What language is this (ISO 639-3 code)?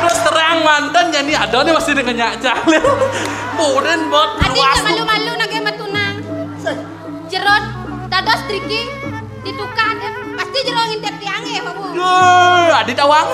ban